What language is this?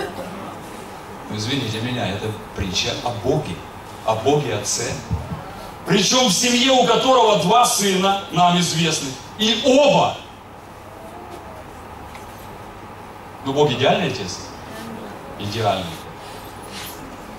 Russian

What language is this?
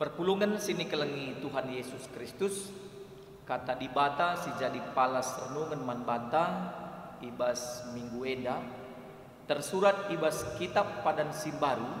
Batak Karo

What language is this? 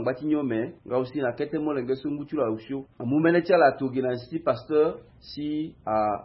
Sango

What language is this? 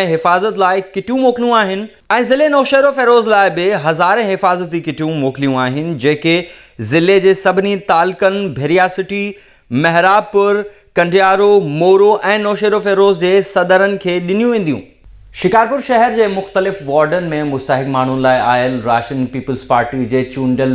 Sindhi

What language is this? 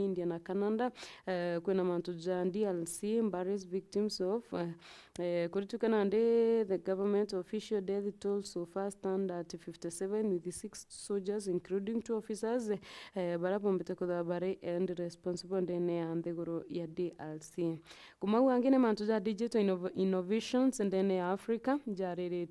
Meru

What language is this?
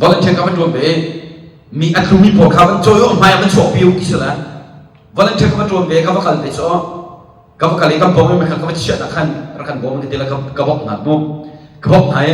Hakha Chin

